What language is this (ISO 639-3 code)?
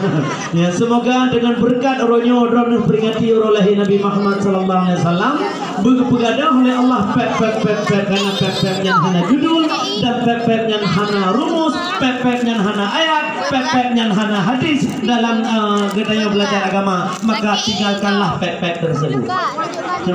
ace